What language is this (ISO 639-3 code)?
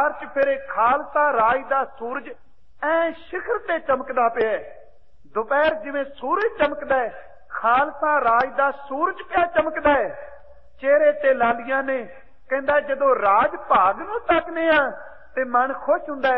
pan